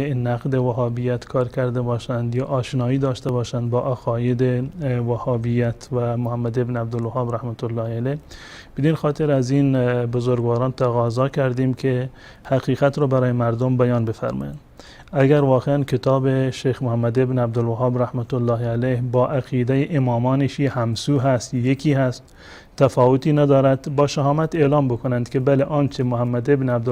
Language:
Persian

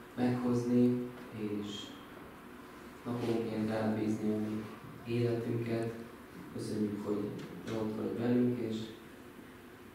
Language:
Hungarian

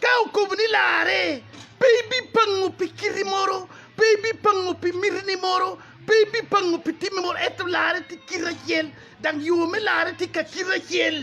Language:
Acoli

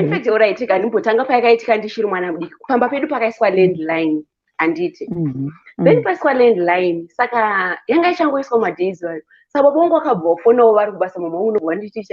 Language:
Shona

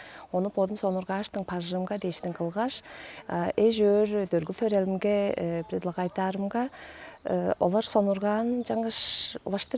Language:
Tuvinian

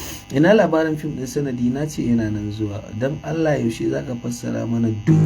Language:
Hausa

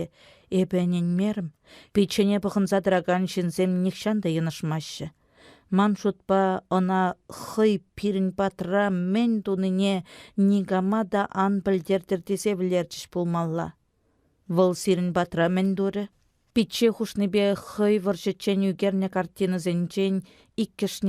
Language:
Chuvash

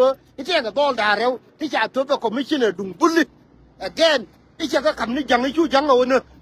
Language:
Nuer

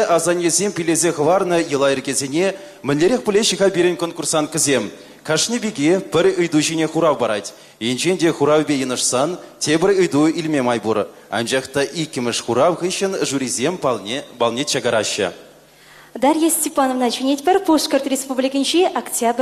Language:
Chuvash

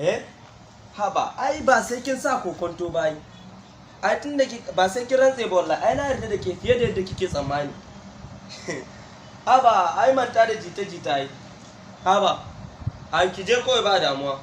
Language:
Hausa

